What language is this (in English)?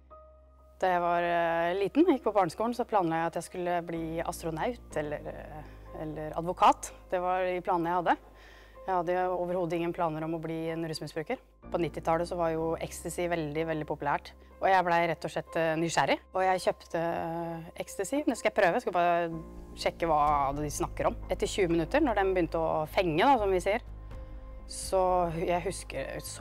Norwegian